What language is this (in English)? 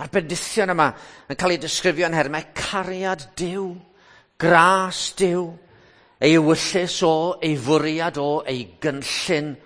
Welsh